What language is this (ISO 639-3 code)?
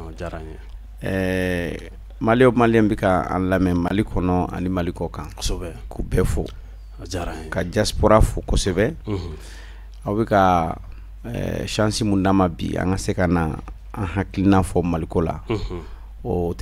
bam